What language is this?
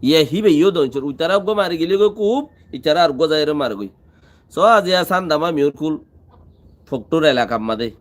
Rohingya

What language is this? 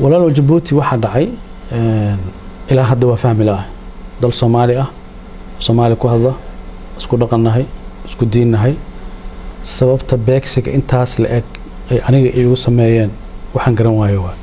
Somali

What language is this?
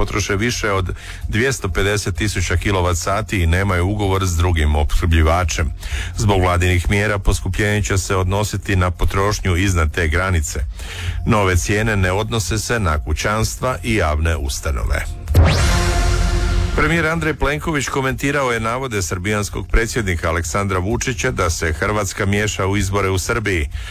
Croatian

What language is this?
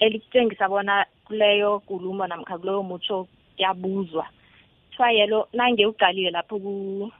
South Ndebele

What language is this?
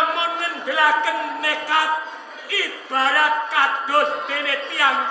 Javanese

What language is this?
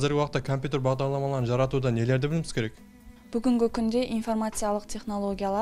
Kara-Kalpak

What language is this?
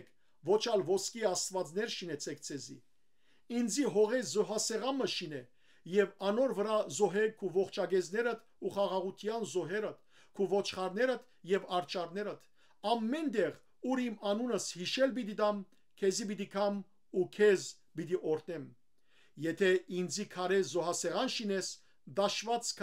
Western Armenian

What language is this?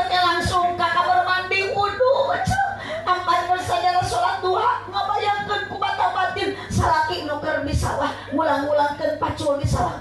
Sundanese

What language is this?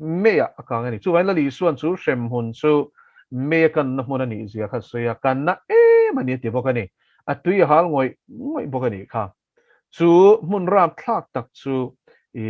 Mizo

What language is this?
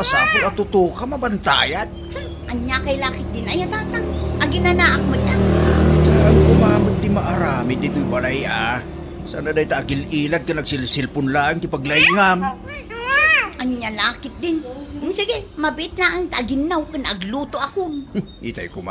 Iloko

